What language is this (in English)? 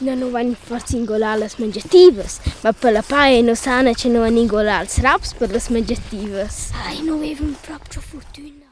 Romansh